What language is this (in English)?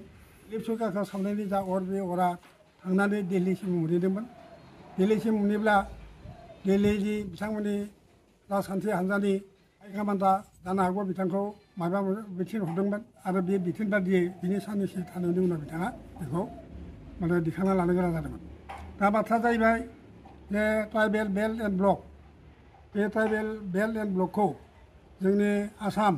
Bodo